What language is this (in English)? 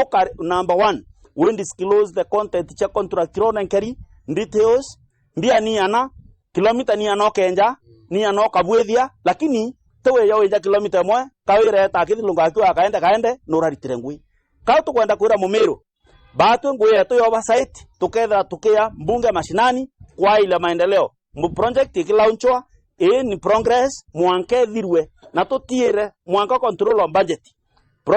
Meru